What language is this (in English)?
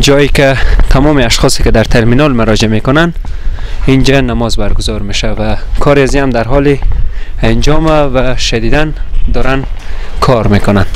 Persian